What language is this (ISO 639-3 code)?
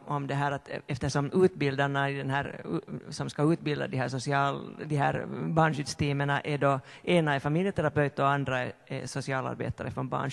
swe